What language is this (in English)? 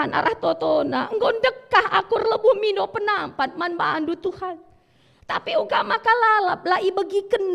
Batak Karo